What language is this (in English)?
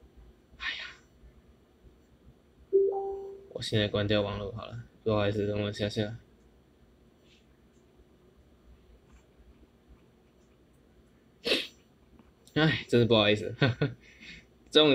Chinese